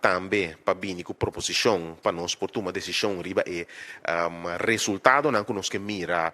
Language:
Papiamento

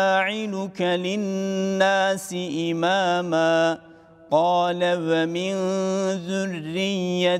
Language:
Arabic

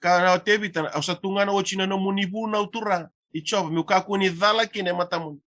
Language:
Fijian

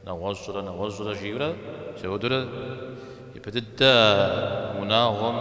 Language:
Kabardian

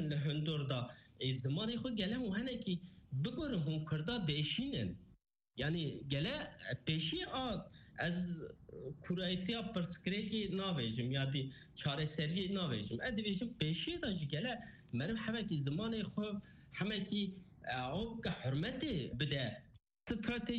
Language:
Kurdish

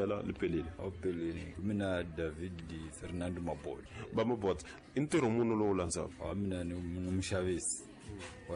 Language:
Tsonga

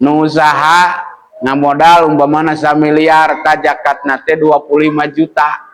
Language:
Sundanese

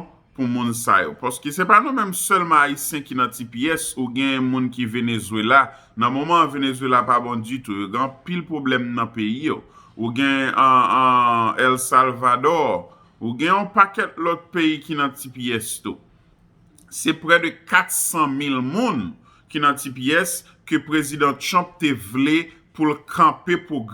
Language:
Haitian Creole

